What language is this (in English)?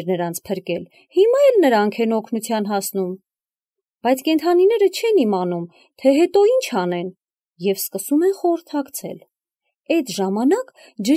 Armenian